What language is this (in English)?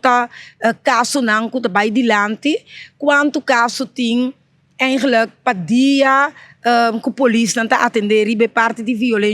Papiamento